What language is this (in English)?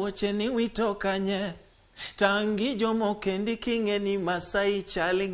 Luo (Kenya and Tanzania)